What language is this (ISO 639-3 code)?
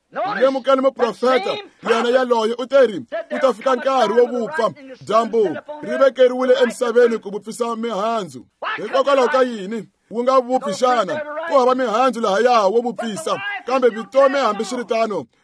tso